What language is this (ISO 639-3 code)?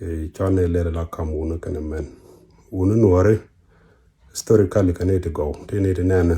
nus